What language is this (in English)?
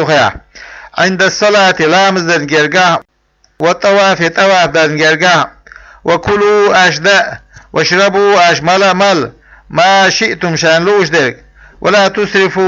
Chechen